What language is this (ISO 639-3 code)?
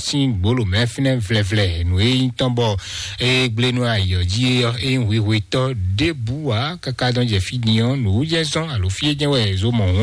fon